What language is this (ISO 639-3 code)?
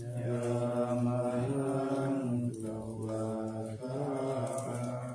pli